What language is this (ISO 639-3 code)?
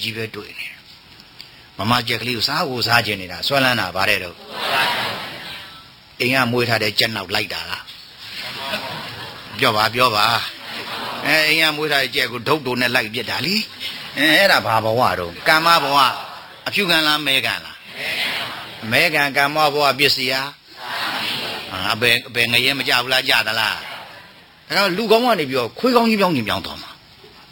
mya